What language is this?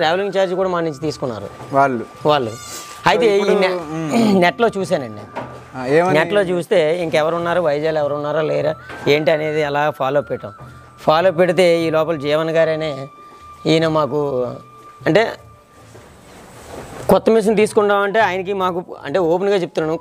Telugu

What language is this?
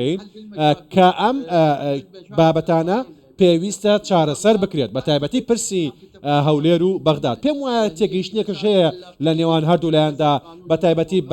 Central Kurdish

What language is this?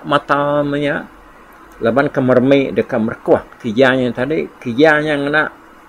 Iban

